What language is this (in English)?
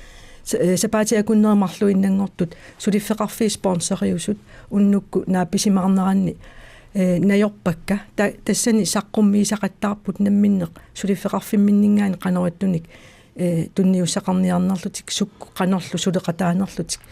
Kalaallisut